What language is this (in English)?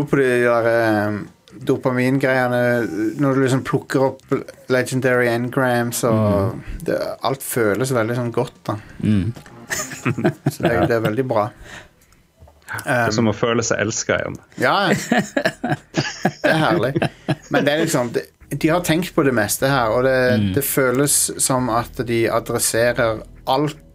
Norwegian